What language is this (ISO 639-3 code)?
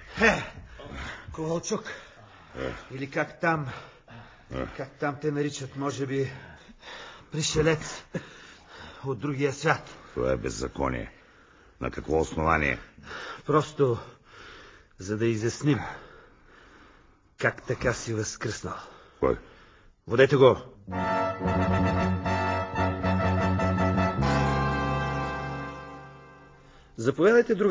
bul